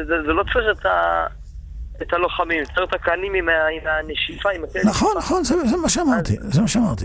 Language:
Hebrew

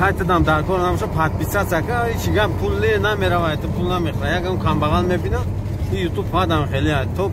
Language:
Tajik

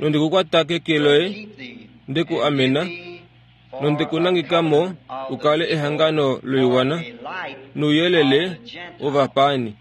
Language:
Kuanyama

